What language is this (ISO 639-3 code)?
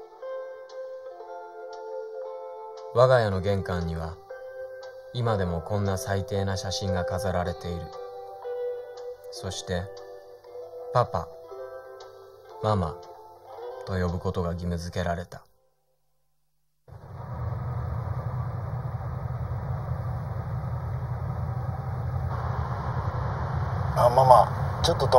jpn